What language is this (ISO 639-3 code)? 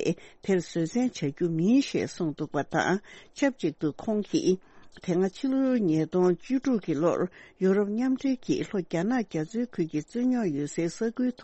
bod